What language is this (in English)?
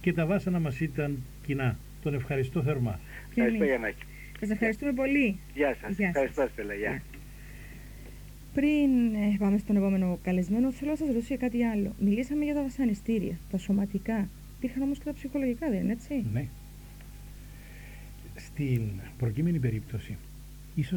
Greek